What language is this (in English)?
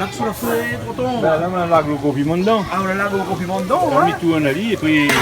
Réunion Creole French